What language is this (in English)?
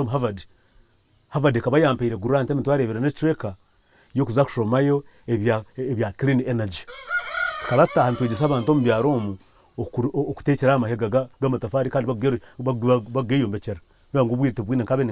Nyankole